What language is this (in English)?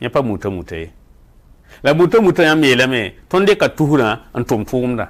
Mossi